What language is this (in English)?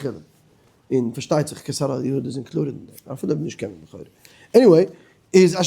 Yiddish